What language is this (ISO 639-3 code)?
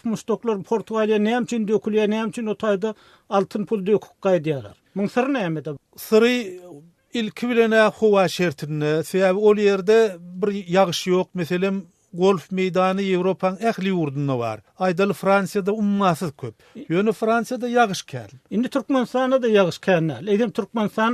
tuk